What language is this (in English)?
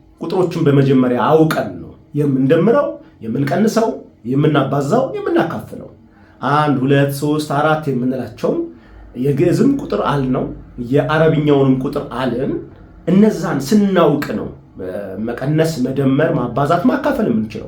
Amharic